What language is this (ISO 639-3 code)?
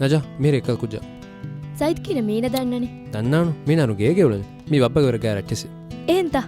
div